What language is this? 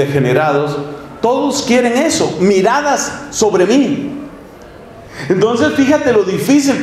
Spanish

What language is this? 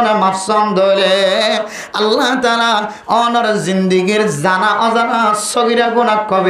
Rohingya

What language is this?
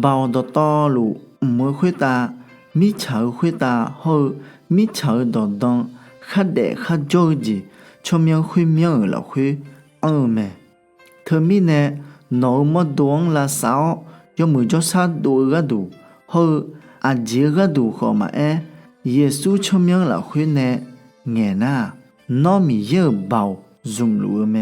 Akha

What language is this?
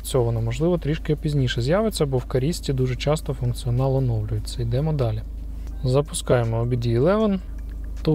Ukrainian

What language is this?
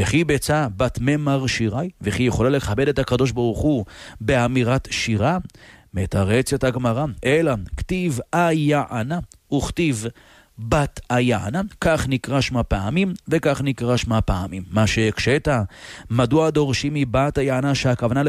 Hebrew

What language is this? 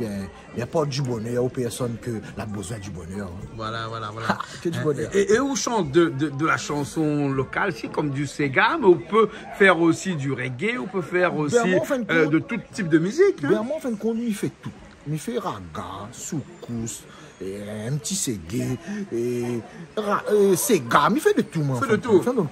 Réunion Creole French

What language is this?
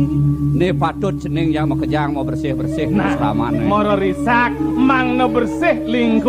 Balinese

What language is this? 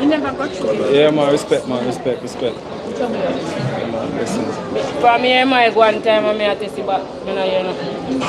Jamaican Creole English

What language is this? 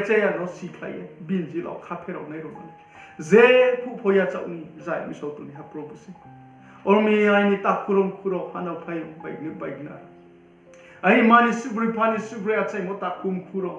Riang (India)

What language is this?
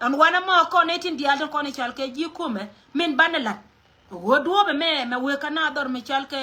Nuer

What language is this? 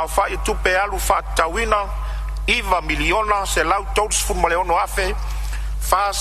Samoan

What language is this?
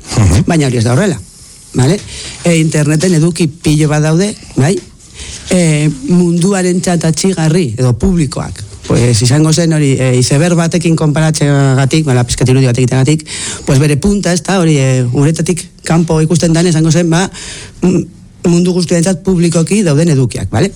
Basque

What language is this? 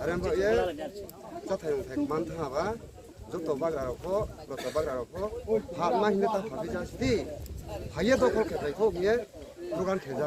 Riang (India)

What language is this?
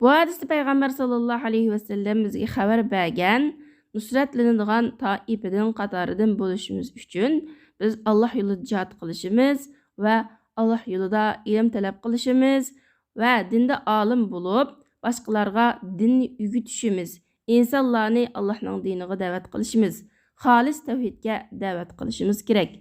Uyghur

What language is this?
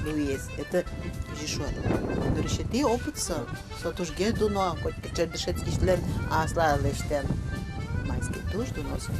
Udmurt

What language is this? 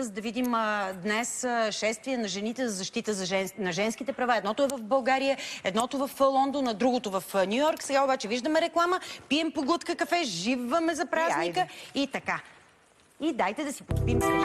Bulgarian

